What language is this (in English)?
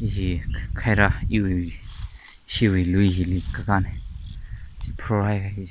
Tangkhul Naga (India)